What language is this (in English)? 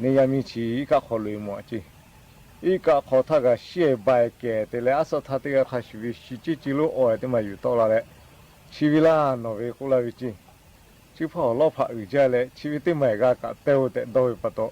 Lahu